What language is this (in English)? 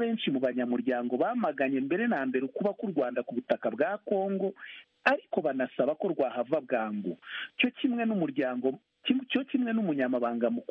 Kinyarwanda